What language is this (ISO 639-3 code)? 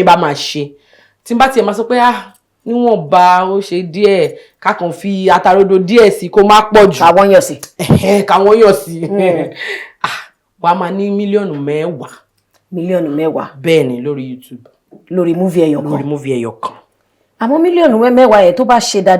yor